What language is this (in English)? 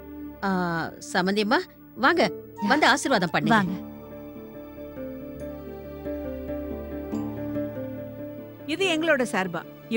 Tamil